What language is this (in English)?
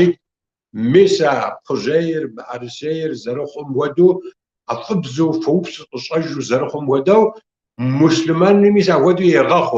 Kabardian